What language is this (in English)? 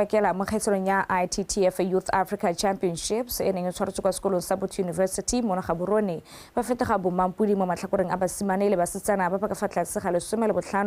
Tswana